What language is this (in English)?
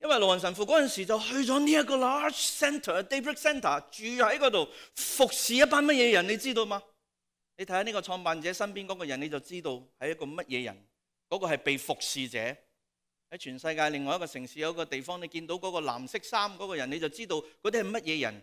Cantonese